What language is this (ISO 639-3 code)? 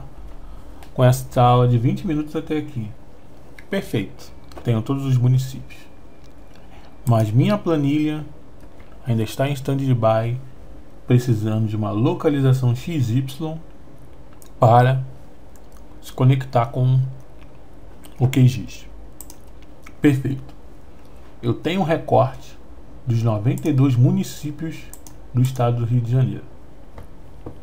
por